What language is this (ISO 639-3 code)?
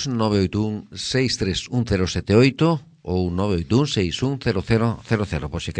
glg